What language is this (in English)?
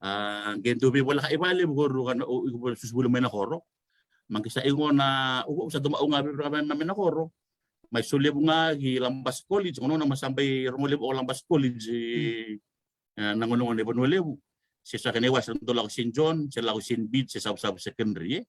Fijian